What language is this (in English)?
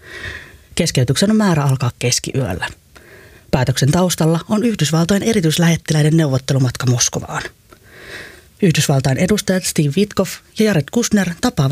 Finnish